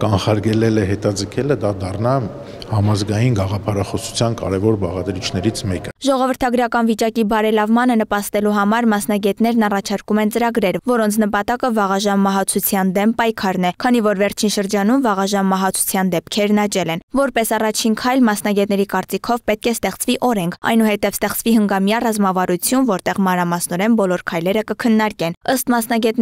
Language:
Armenian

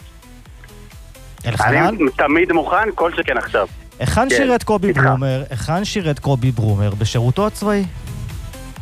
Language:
Hebrew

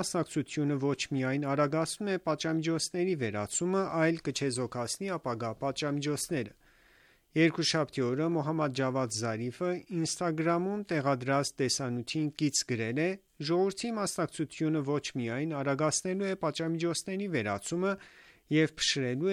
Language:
Armenian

